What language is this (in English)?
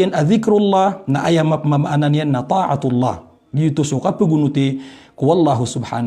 Maranao